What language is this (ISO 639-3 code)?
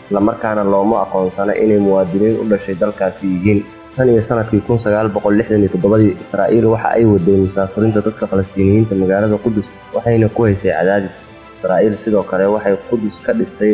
som